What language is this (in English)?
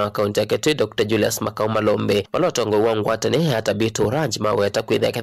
Kamba